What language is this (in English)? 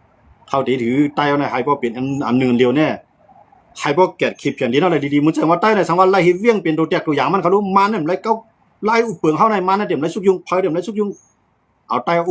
Shan